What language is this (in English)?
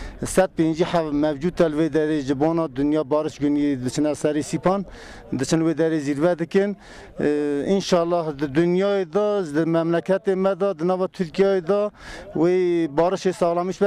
Kurdish